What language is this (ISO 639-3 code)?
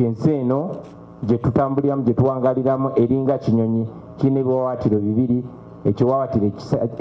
lug